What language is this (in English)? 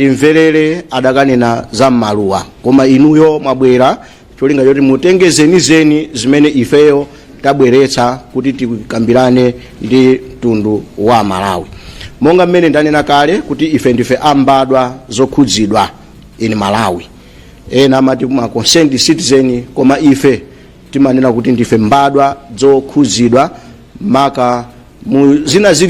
Nyanja